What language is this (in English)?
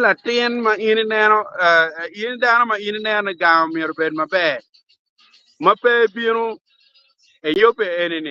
Acoli